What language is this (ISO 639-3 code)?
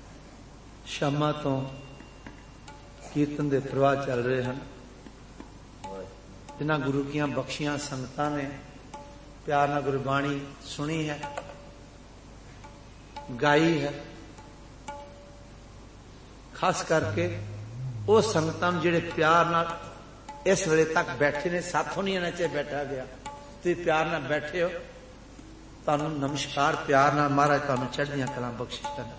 pan